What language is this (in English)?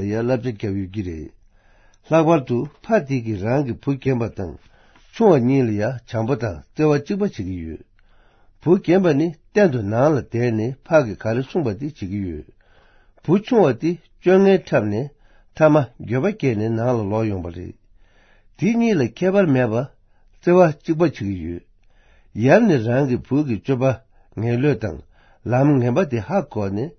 Tibetan